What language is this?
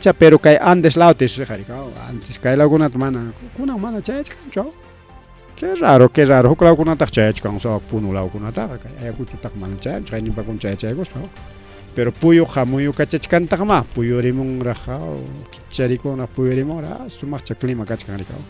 Ayacucho Quechua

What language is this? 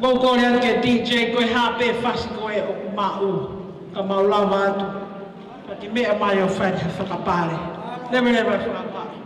Tongan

